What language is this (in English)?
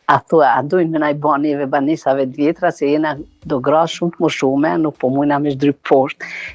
Albanian